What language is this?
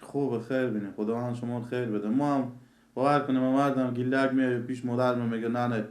Persian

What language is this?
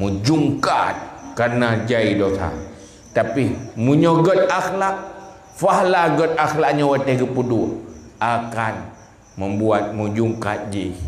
Achinese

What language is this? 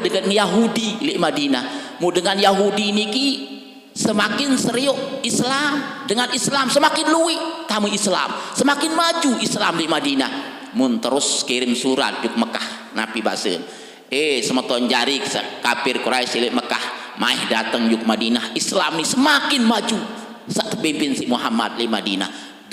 Sasak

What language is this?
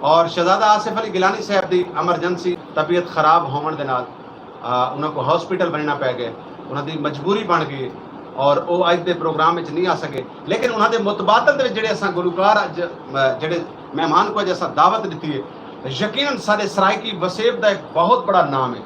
Saraiki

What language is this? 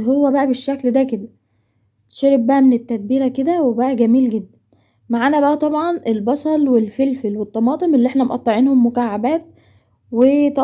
Egyptian Arabic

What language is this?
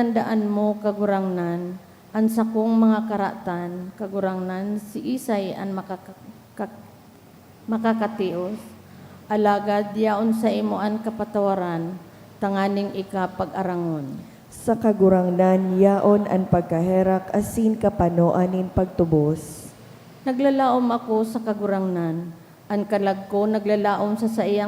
Bikol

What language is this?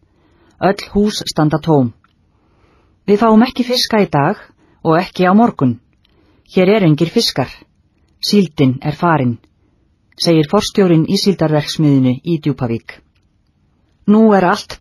Icelandic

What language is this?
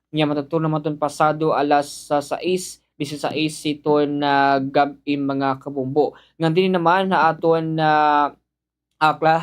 Waray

